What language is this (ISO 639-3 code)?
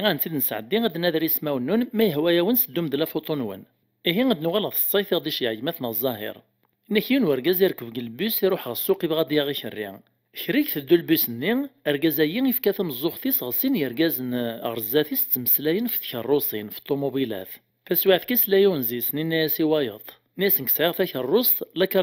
kab